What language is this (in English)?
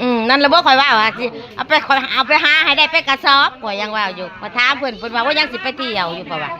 Northeastern Thai